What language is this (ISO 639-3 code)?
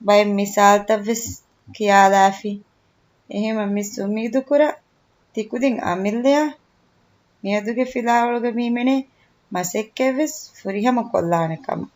div